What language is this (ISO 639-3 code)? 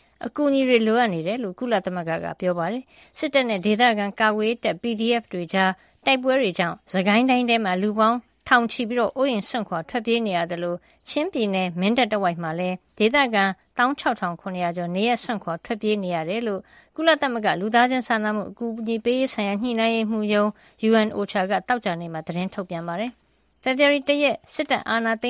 mya